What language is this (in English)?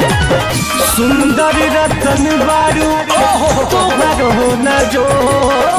Bhojpuri